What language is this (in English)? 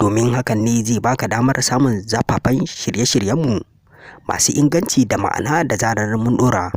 Hausa